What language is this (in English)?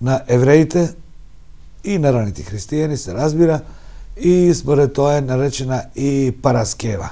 Macedonian